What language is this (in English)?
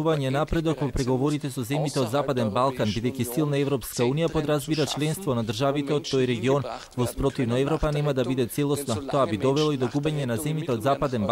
Macedonian